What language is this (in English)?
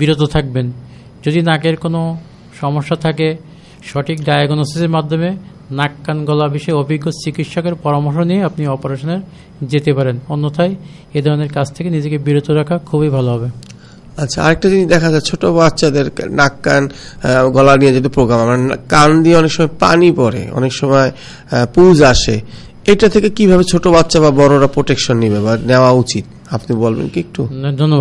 Bangla